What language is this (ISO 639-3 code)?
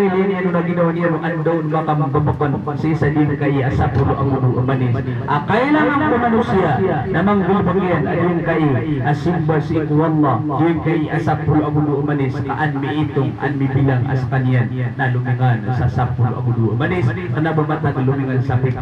mrw